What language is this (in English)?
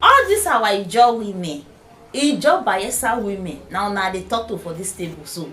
Nigerian Pidgin